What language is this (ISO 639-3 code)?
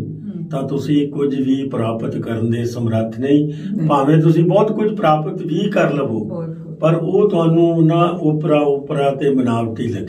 pan